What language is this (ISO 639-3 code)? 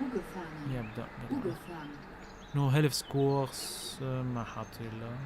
apc